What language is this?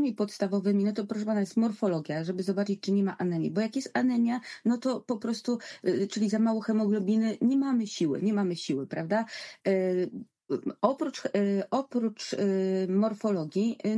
Polish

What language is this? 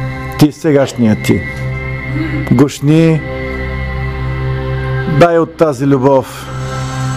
Bulgarian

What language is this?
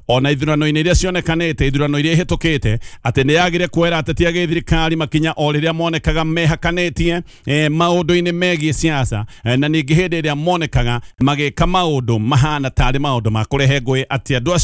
Kikuyu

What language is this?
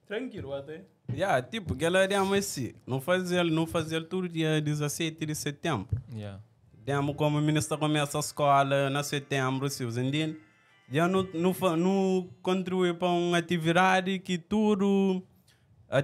Kabuverdianu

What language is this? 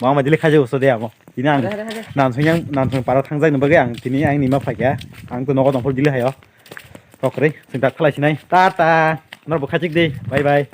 Kok Borok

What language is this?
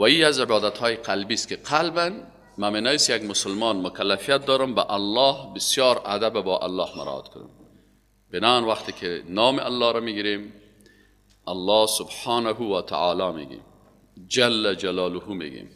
Persian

